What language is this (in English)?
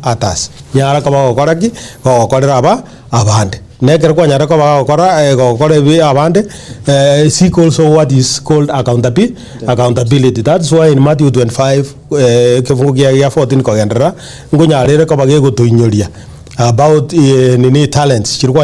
Gusii